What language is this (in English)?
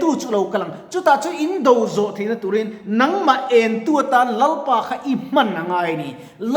Mizo